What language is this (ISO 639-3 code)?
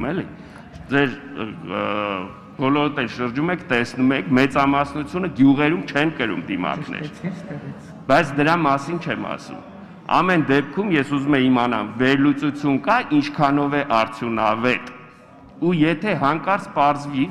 hye